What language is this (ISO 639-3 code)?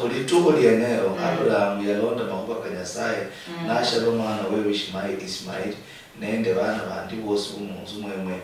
luy